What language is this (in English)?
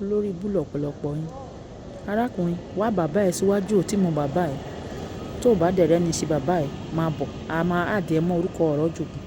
Yoruba